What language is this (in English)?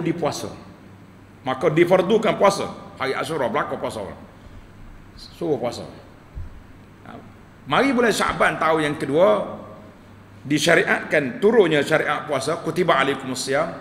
Malay